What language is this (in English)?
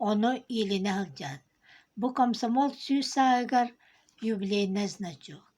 Yakut